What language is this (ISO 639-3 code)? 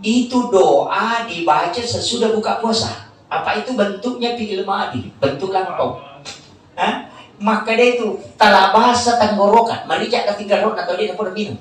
bug